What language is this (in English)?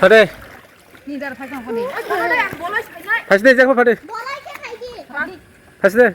Kok Borok